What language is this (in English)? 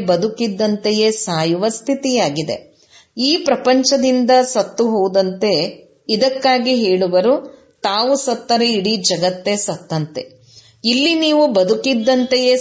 Kannada